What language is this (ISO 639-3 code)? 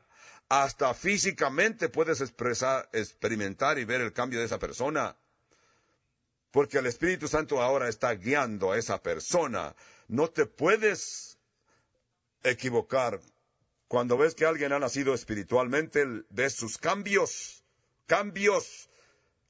spa